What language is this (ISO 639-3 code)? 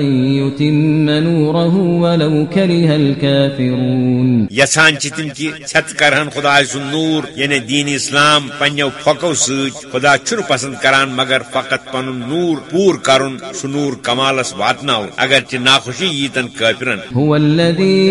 kas